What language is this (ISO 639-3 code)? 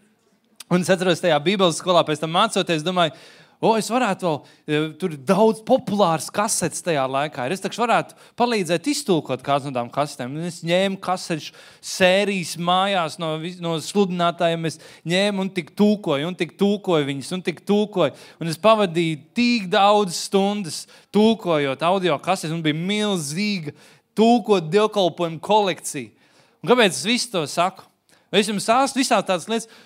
lav